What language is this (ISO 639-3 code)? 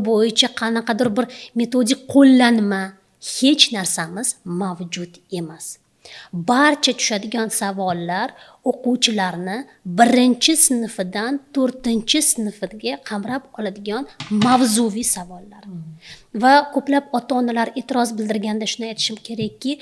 uzb